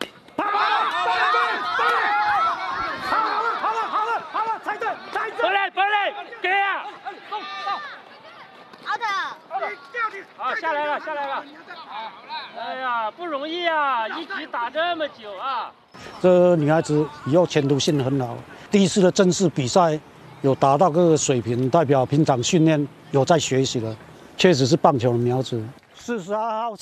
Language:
Chinese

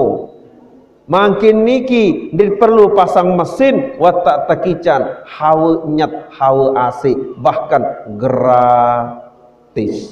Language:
Sasak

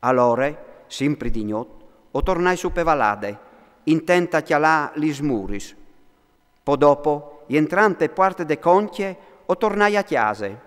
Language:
Friulian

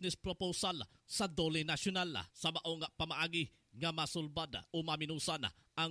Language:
Cebuano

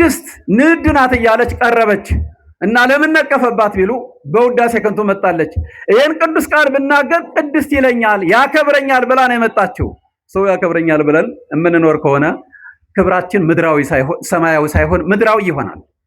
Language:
Amharic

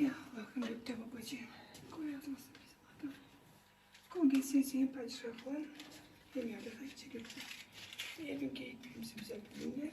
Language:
Gagauz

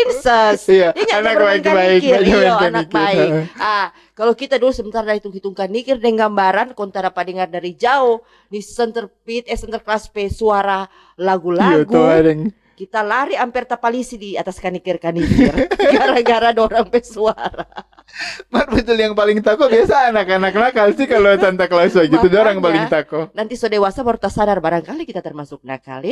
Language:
Manado Malay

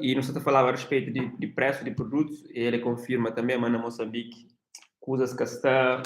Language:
Kabuverdianu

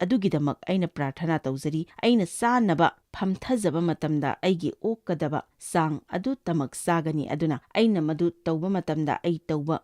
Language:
Manipuri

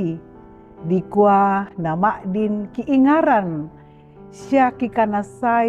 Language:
Toraja-Sa'dan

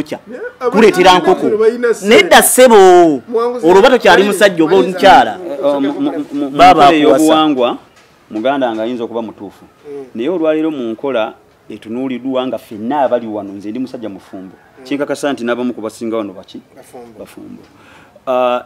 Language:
Ganda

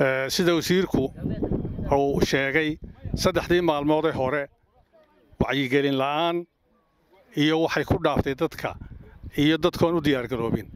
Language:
Somali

